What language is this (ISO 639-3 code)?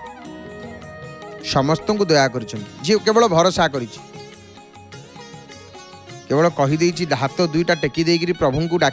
ori